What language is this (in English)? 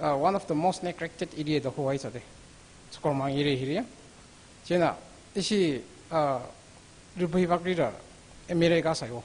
Tangkhul Naga (India)